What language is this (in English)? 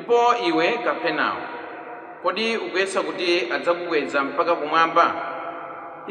Nyanja